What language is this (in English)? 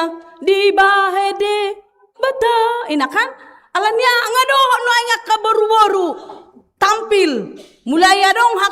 Batak Toba